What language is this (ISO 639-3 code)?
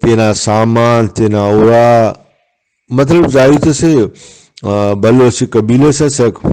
brh